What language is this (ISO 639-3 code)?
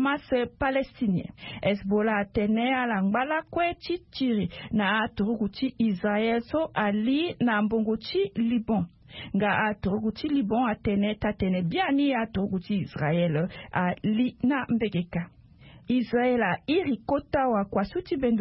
sag